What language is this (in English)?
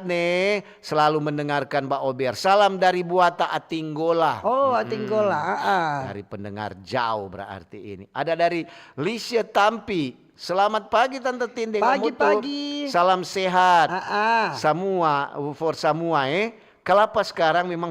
Manado Malay